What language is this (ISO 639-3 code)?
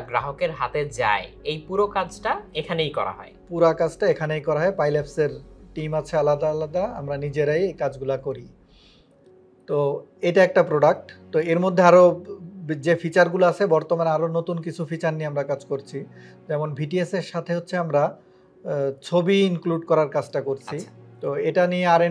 ben